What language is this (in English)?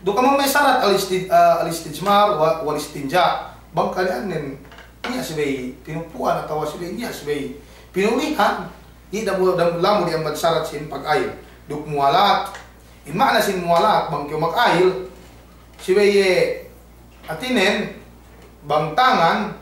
Yakan